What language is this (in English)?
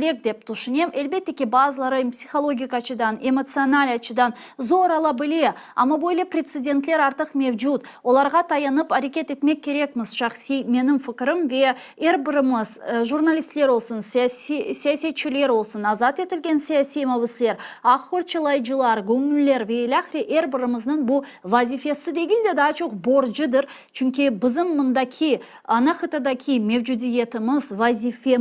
Crimean Tatar